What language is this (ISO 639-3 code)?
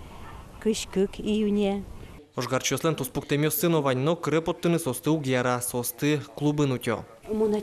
udm